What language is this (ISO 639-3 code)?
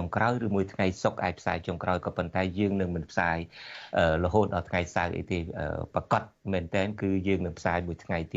khm